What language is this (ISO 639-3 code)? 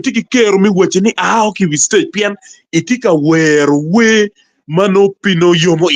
ach